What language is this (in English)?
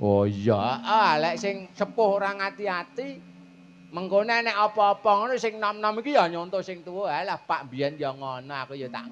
Javanese